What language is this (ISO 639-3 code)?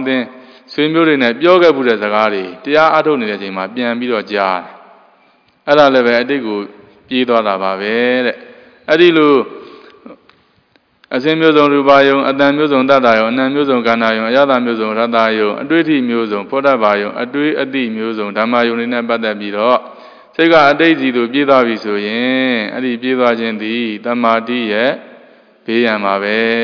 mya